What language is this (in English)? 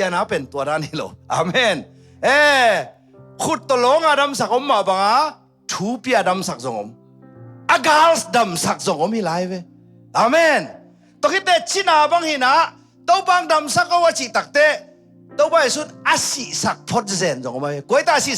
Tedim Chin